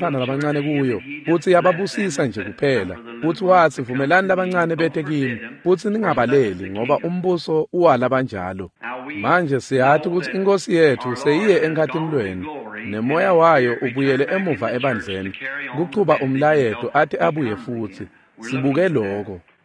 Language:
Swati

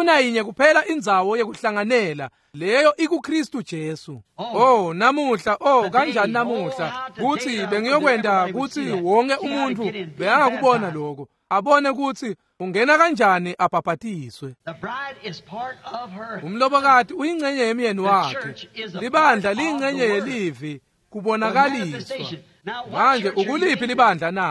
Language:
Swati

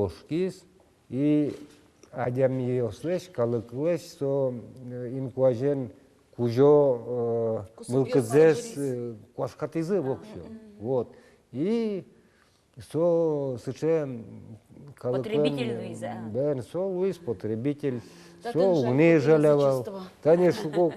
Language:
Udmurt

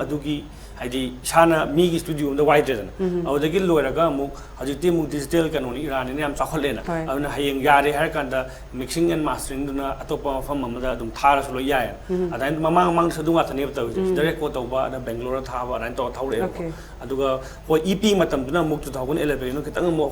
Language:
Manipuri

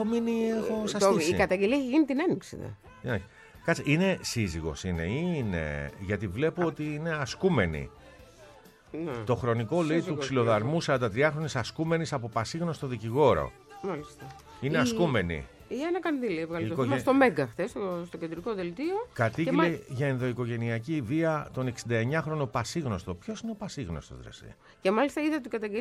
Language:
Greek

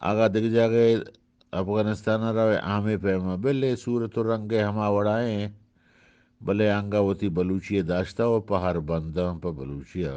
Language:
Eastern Balochi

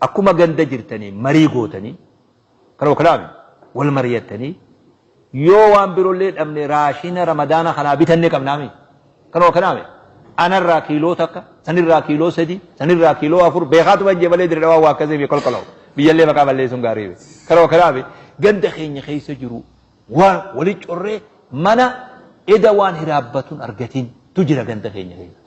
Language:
Oromo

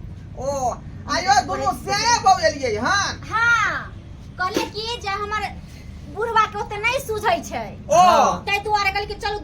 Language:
Maithili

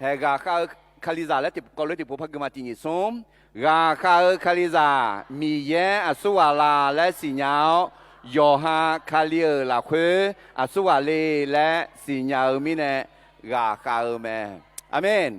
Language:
Akha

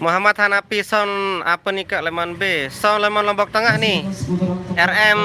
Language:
Sasak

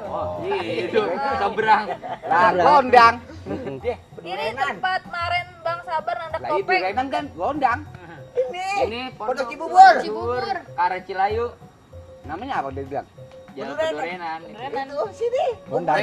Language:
Betawi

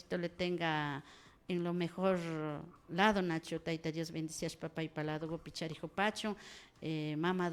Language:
Imbabura Highland Quichua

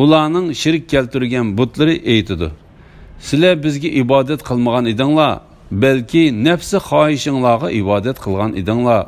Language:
Uyghur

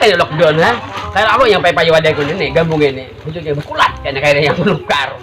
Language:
Banjar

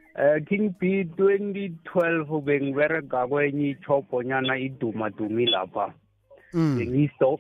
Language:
South Ndebele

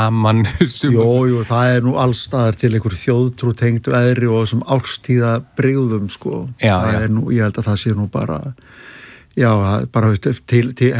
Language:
Icelandic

